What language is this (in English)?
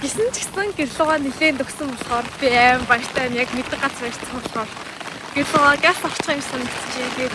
Mongolian